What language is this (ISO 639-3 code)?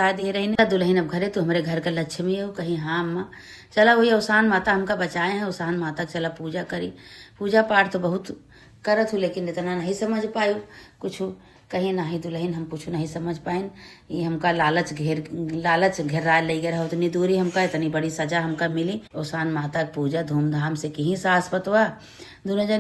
awa